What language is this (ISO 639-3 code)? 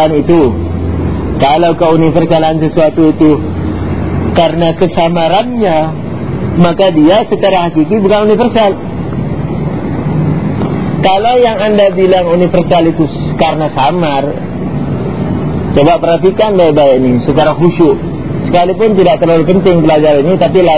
ind